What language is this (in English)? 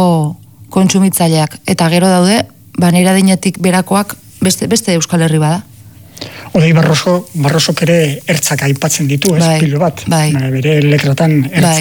Basque